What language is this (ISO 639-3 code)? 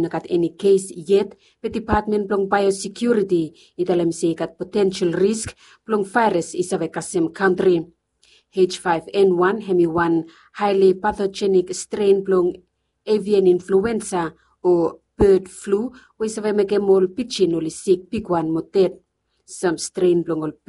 bis